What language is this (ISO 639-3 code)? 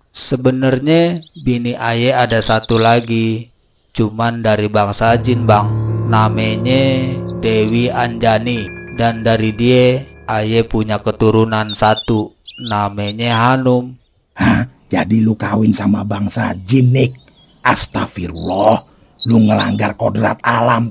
bew